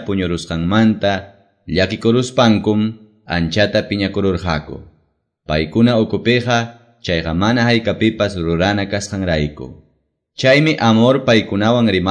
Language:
Quechua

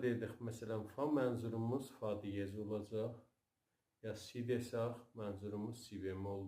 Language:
South Azerbaijani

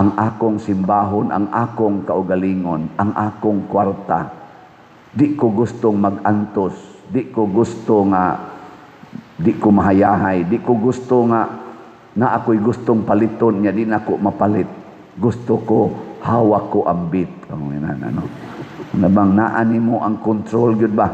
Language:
Cebuano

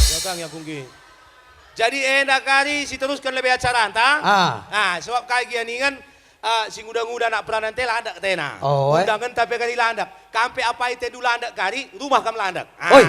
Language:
Batak Karo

